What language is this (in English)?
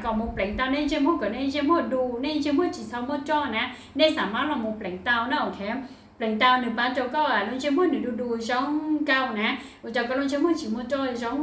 Hmong